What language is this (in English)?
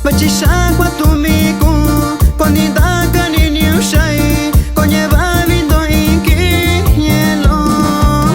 Metlatónoc Mixtec